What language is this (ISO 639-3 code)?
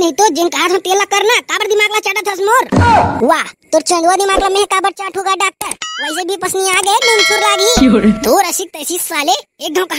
hne